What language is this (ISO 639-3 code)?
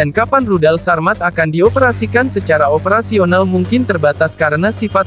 ind